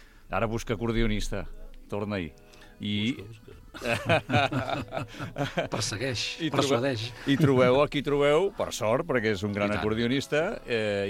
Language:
Catalan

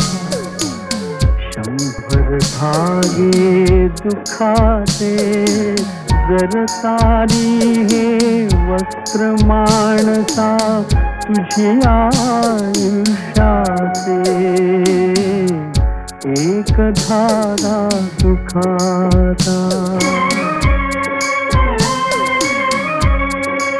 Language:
Marathi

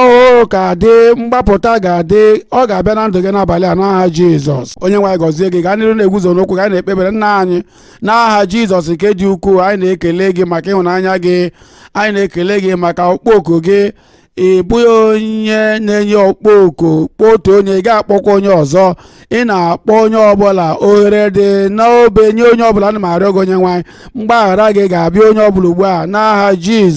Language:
Igbo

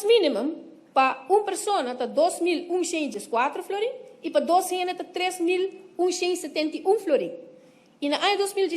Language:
Papiamento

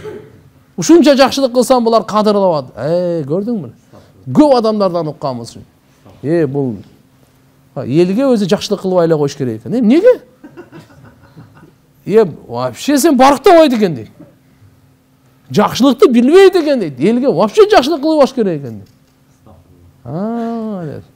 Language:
Kyrgyz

